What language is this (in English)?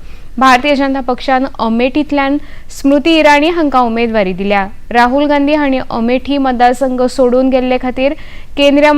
Konkani